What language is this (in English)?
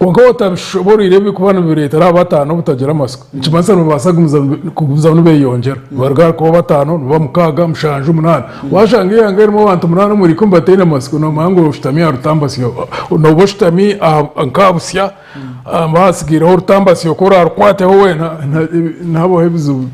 Nyankole